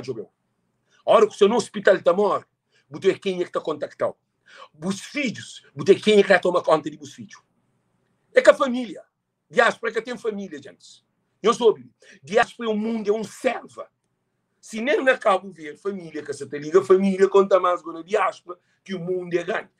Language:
Kabuverdianu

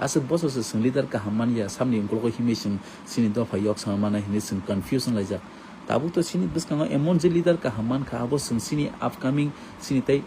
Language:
Kok Borok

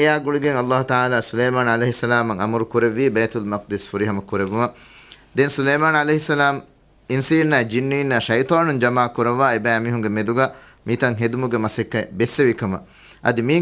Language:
Divehi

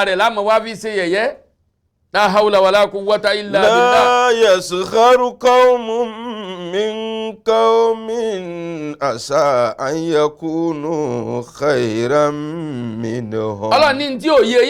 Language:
Yoruba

